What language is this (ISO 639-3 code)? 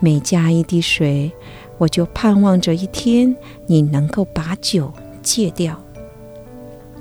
zho